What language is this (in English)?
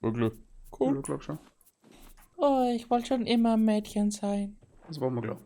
Bavarian